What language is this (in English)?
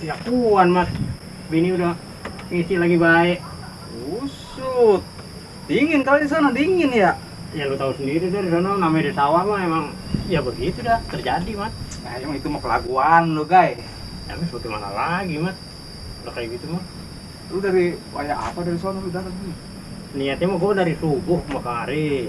Betawi